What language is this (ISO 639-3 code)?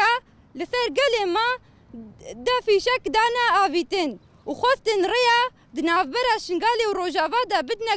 kur